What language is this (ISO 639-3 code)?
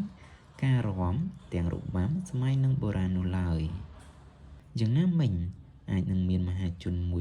khm